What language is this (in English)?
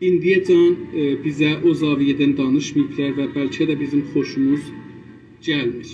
South Azerbaijani